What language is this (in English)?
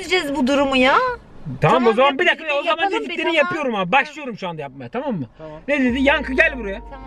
Turkish